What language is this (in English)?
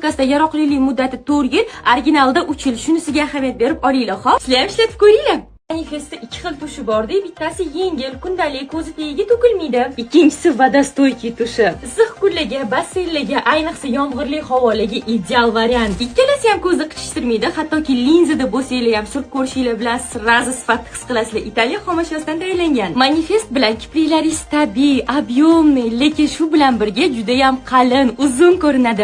Uzbek